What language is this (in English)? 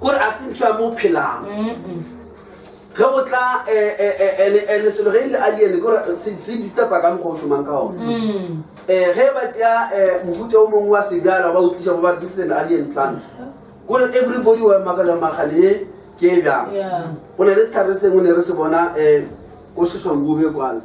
Northern Sotho